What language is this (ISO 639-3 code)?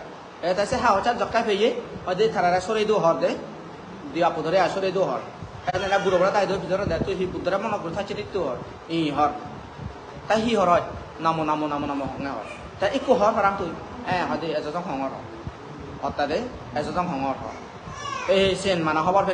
ccp